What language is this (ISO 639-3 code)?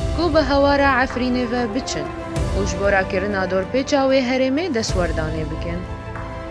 kur